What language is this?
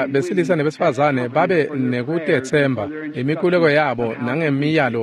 Swati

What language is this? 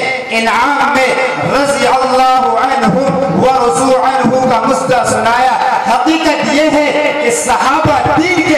Urdu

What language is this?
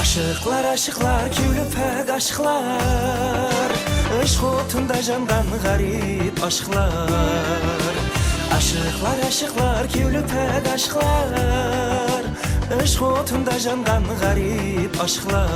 Kara-Kalpak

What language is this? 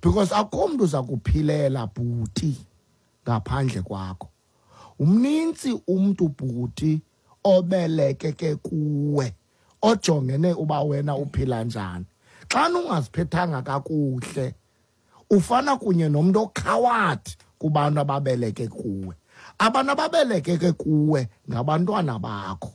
Xhosa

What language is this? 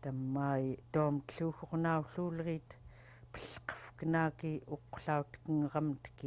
Central Yupik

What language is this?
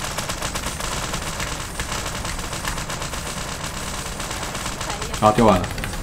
Chinese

